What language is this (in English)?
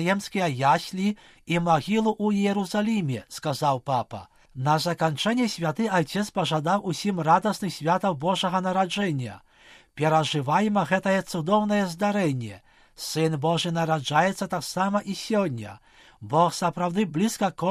Belarusian